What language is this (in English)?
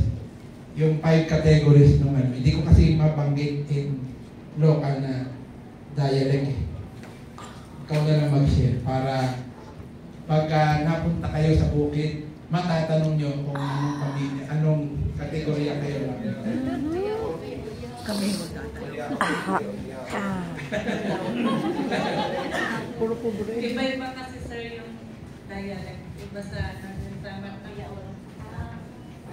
Filipino